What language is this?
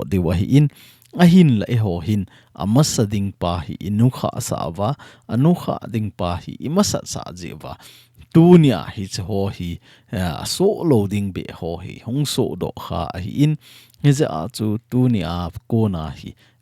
Thado Chin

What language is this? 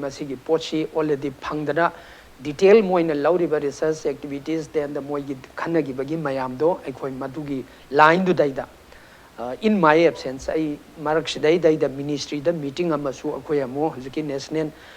Manipuri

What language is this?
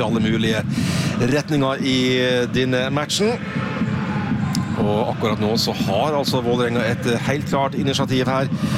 Norwegian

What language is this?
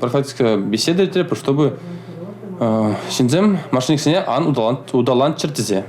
Chuvash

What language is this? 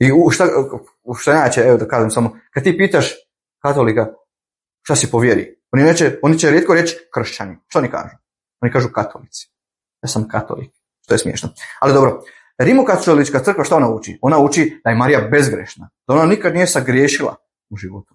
Bosnian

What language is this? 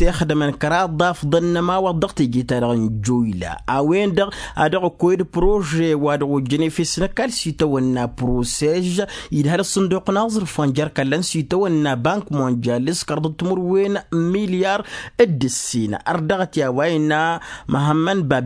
Tamasheq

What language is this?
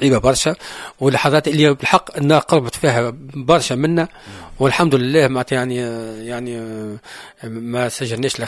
Tunisian Arabic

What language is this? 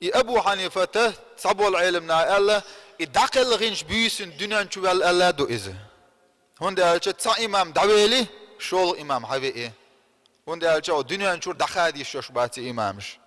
Chechen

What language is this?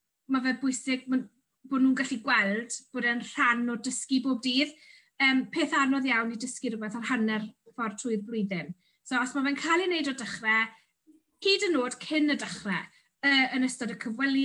Welsh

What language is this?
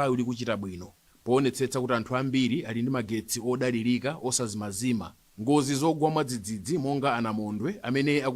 Nyanja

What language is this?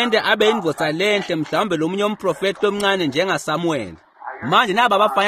Swati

